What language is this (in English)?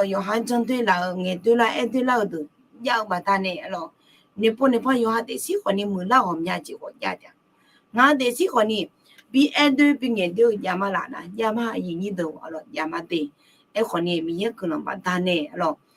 Akha